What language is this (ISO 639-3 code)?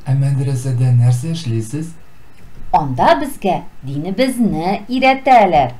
tat